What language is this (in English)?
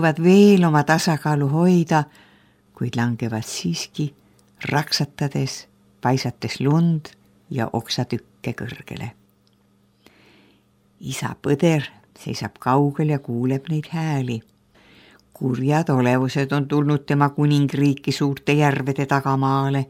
Estonian